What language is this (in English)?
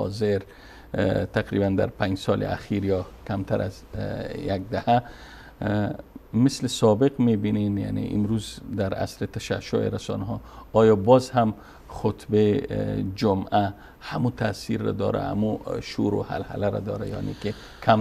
Persian